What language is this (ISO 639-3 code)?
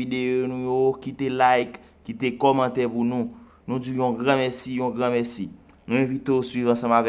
hat